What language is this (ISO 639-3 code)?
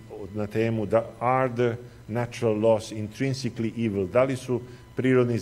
srp